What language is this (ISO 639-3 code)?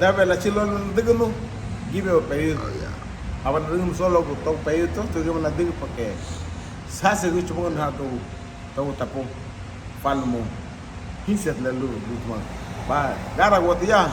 cab